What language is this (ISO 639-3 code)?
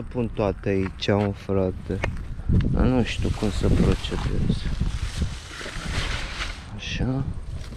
ron